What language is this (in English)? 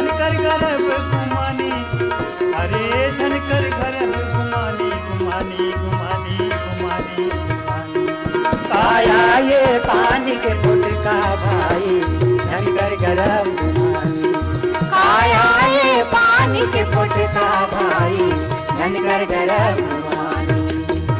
Chhattisgarhi